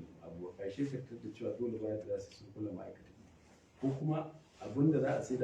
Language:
Hausa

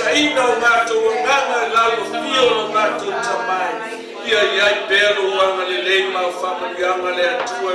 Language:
Samoan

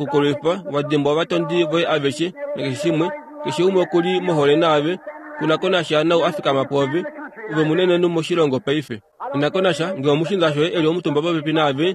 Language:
Kuanyama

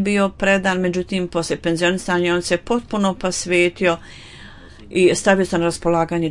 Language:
Bosnian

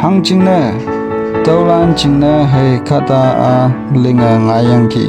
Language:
Konyak Naga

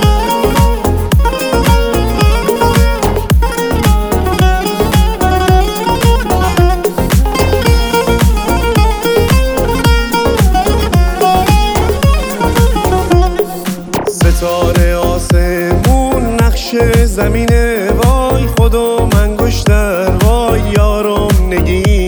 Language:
Persian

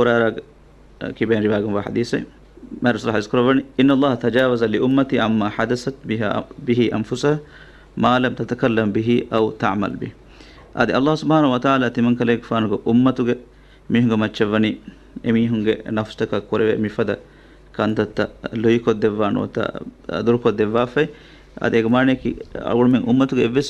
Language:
Divehi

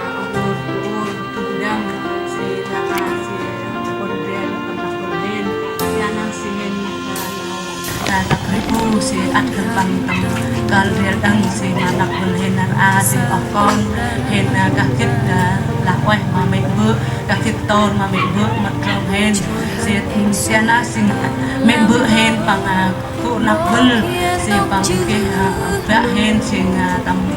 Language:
Central Mnong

